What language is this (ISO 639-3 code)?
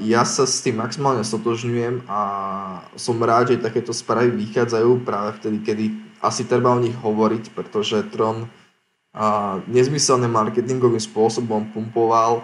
slk